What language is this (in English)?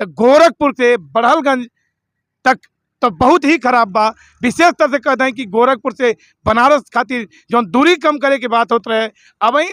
Bhojpuri